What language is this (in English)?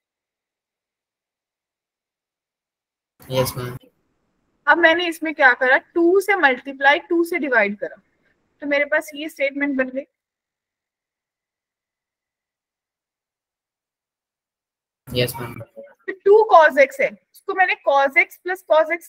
Hindi